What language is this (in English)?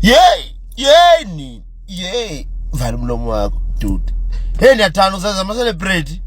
Zulu